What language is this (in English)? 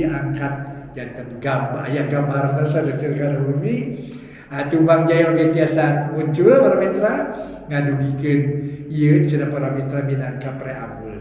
Sundanese